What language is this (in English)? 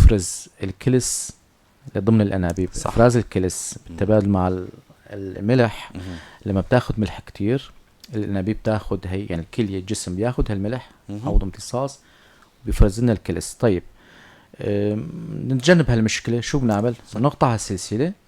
North Levantine Arabic